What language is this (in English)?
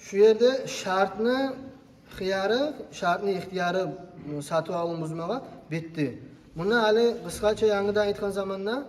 Kumyk